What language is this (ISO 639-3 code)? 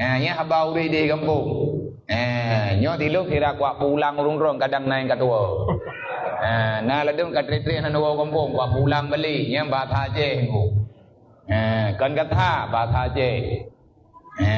ace